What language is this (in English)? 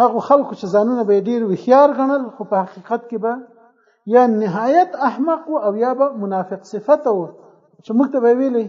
Pashto